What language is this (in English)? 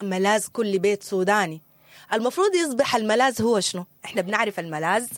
Sudanese Arabic